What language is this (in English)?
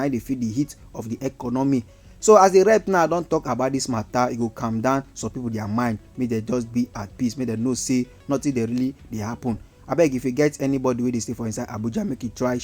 Nigerian Pidgin